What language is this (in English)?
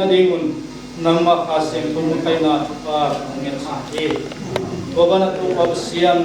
Paite Chin